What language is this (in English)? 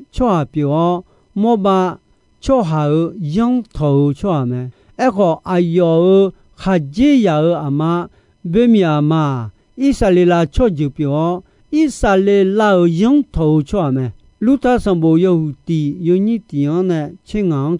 Akha